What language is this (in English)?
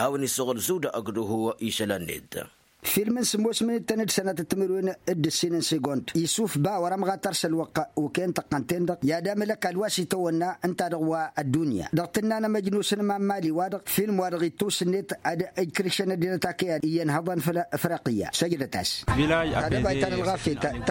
Tamasheq